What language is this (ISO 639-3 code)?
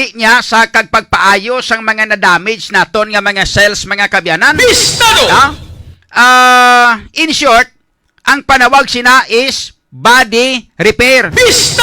hil